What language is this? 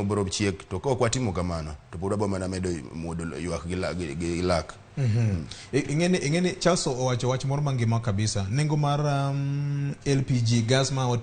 Luo (Kenya and Tanzania)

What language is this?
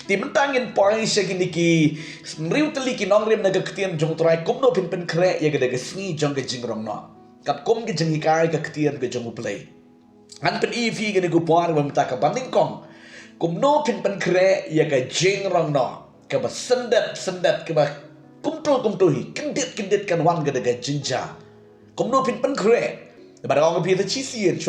Khasi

